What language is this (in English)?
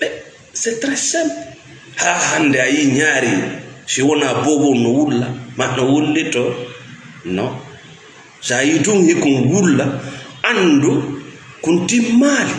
Fula